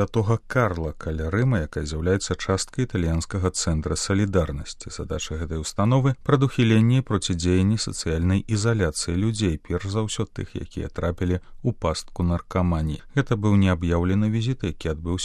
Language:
Belarusian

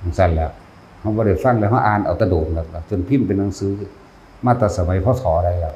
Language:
Northeastern Thai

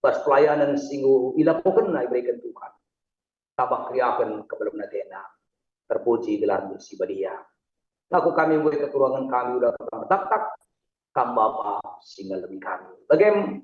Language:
Batak Karo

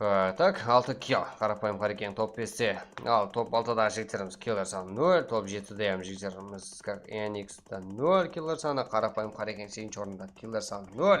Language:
Kara-Kalpak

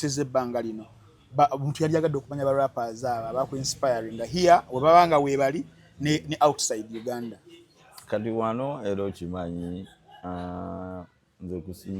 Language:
Ganda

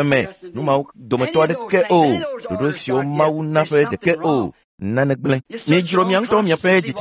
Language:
Ewe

